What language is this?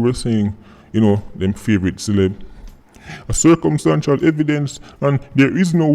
Jamaican Creole English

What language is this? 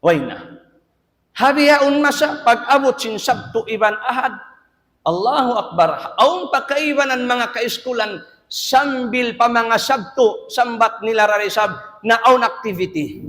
Tausug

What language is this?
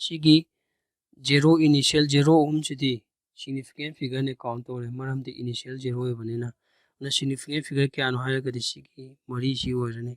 Manipuri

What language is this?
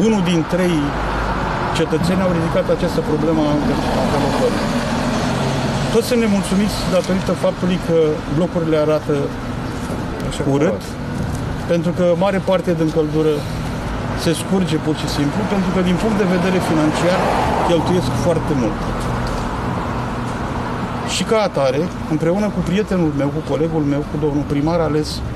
Romanian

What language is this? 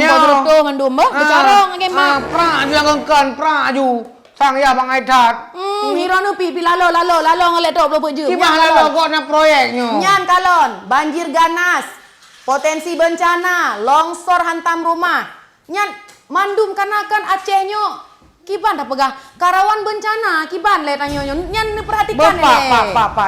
Achinese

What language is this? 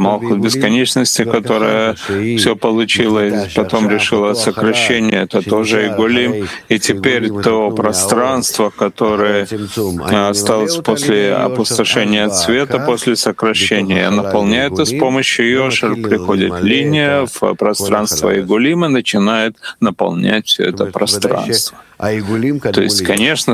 Russian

